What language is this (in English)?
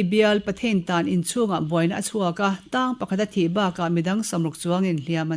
Mizo